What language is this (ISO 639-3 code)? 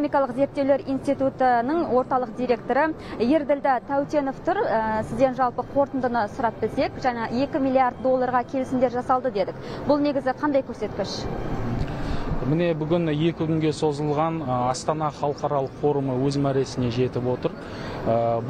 kaz